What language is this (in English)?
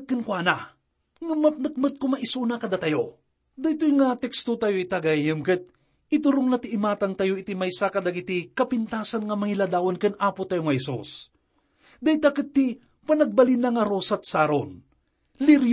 Iloko